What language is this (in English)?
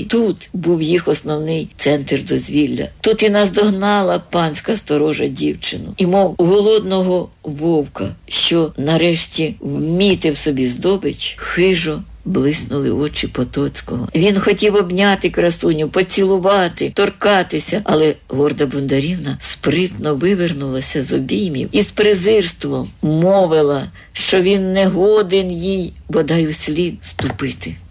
Ukrainian